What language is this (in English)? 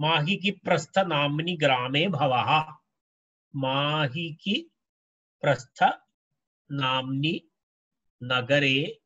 Sanskrit